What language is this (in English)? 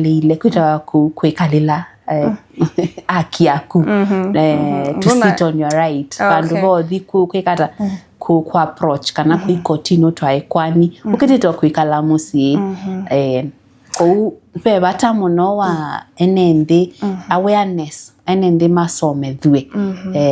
Kamba